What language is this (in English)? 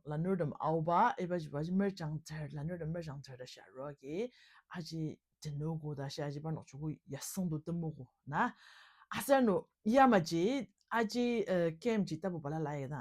Ao Naga